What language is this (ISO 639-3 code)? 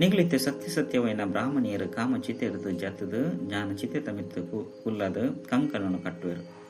tcy